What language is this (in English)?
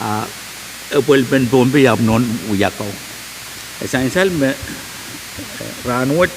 Pohnpeian